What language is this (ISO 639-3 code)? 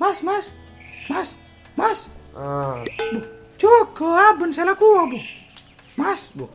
mad